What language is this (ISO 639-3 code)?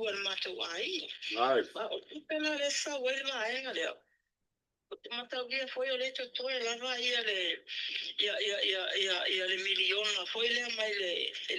smo